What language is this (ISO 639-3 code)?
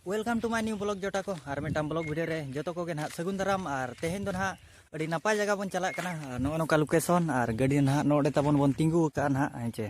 sat